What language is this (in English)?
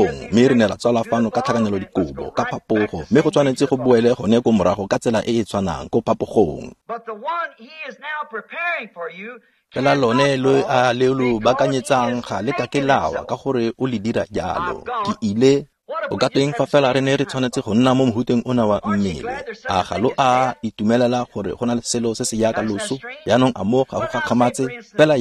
Tswana